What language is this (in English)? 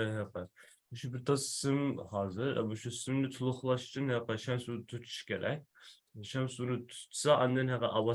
Uyghur